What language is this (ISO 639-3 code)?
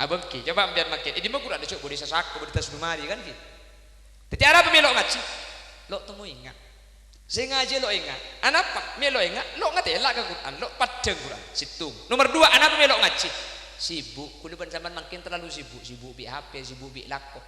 mad